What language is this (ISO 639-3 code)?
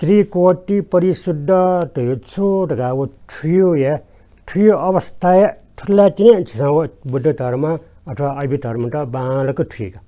new